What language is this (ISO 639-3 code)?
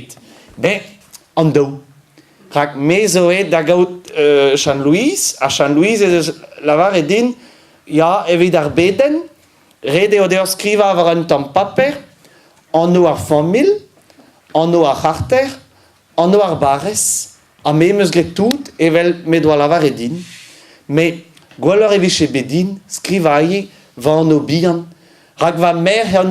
bre